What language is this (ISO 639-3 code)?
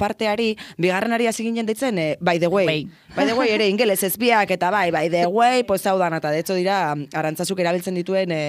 eus